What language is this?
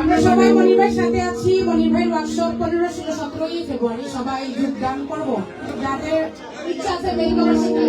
Sylheti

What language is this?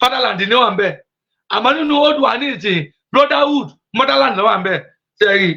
Yoruba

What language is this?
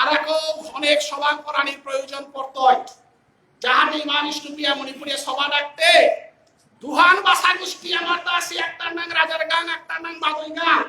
Bishnupriya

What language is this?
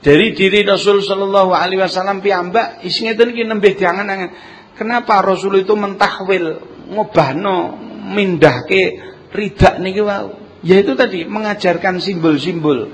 Javanese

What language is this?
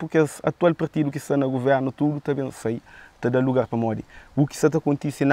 Kabuverdianu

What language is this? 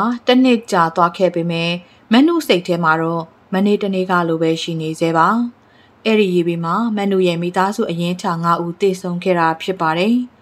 Burmese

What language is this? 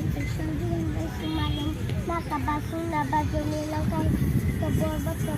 Khasi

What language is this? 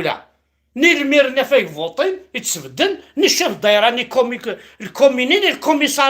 Kabyle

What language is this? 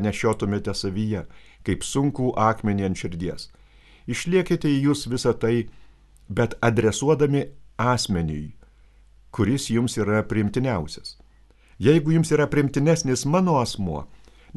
Lithuanian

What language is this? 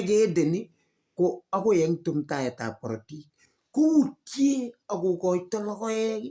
Kalenjin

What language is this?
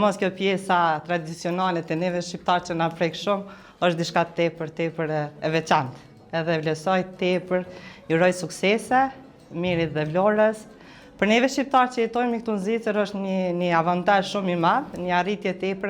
Albanian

